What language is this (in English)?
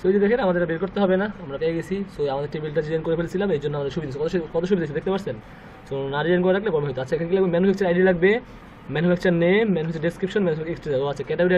Bangla